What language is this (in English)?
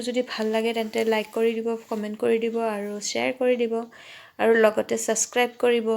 Assamese